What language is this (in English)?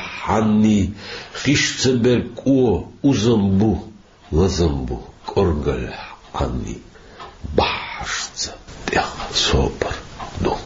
Chechen